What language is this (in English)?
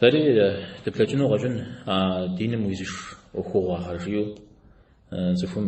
Kabardian